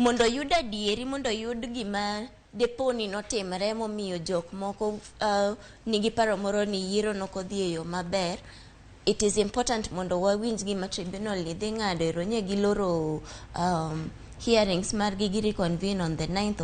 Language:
Luo (Kenya and Tanzania)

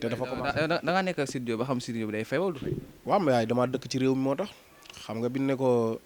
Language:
Wolof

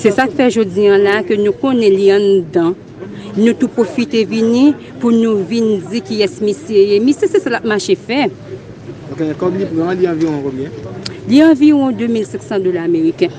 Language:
Haitian Creole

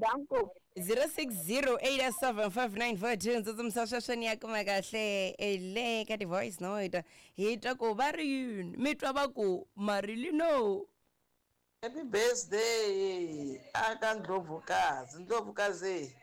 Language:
Tsonga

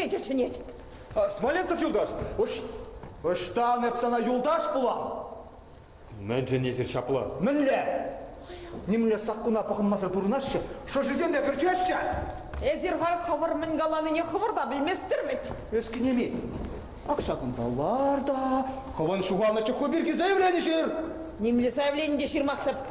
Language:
Chuvash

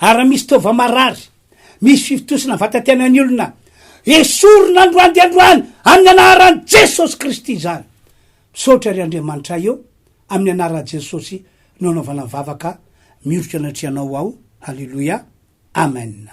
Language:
Malagasy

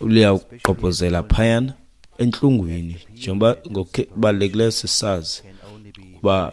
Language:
Xhosa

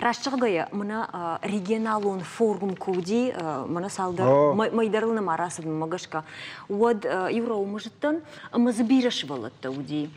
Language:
Ossetic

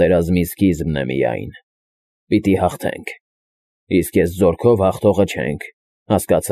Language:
Armenian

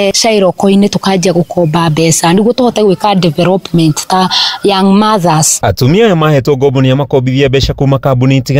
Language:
Kikuyu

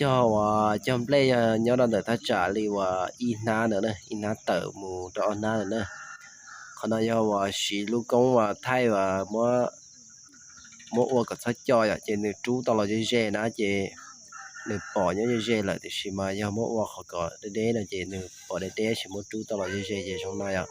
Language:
Hmong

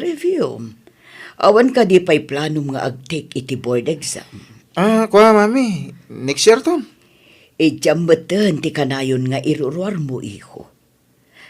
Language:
Iloko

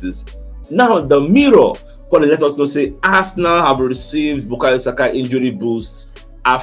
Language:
Nigerian Pidgin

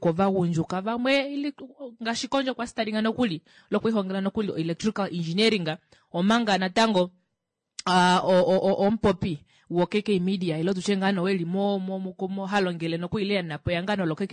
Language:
Kuanyama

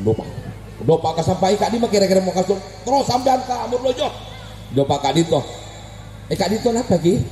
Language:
Madurese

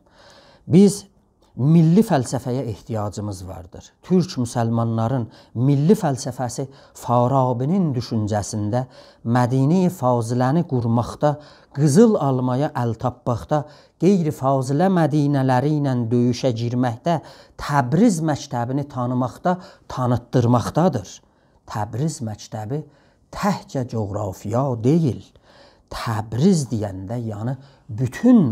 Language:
South Azerbaijani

